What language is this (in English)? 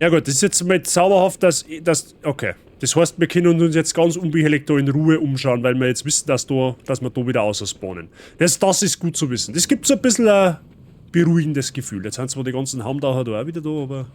Bavarian